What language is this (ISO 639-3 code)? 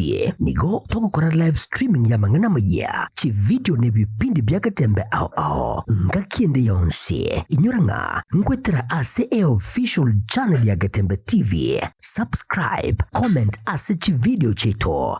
guz